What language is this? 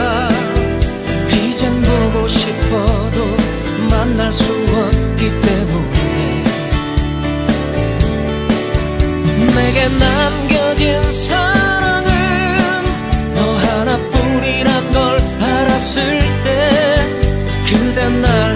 Korean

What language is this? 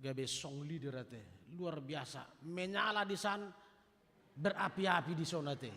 Batak Toba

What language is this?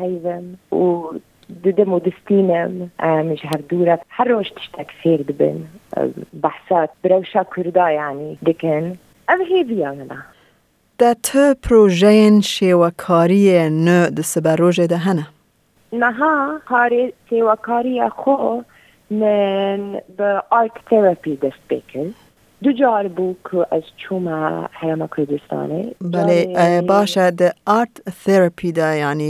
Kurdish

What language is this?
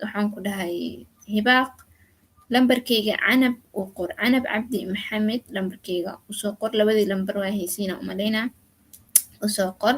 Somali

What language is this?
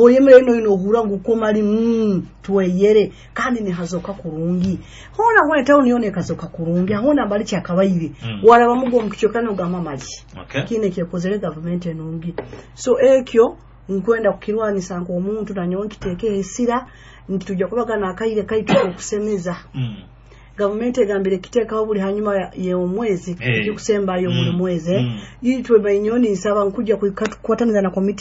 Nyoro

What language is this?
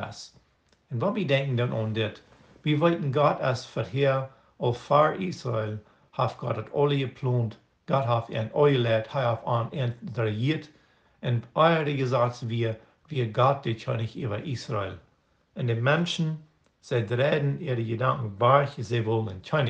Plautdietsch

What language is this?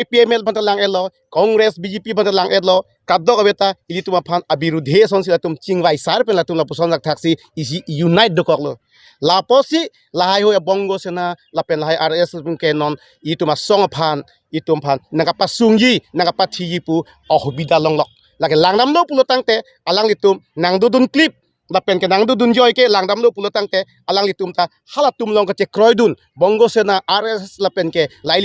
Karbi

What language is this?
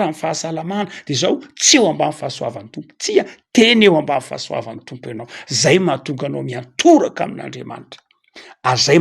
Malagasy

